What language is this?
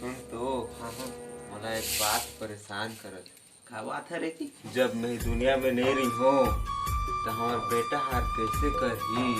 Chhattisgarhi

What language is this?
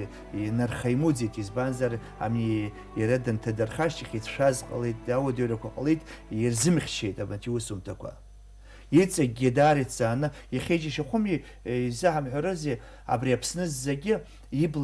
Abkhazian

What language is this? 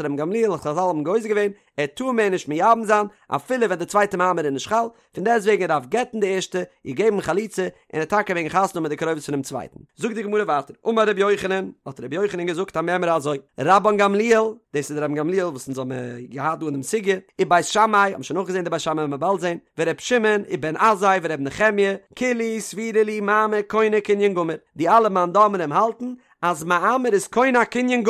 Yiddish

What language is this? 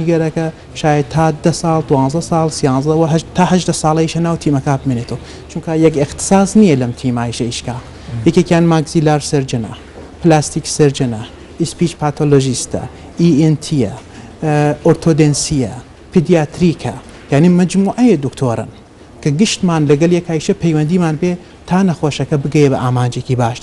Central Kurdish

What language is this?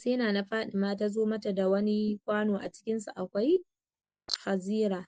Hausa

